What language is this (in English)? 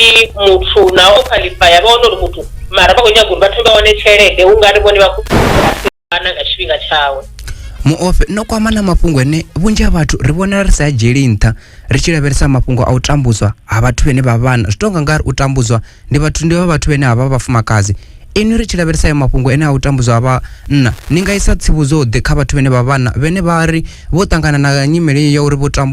Venda